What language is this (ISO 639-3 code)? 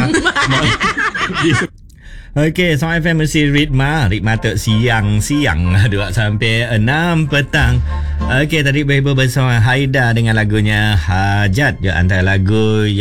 msa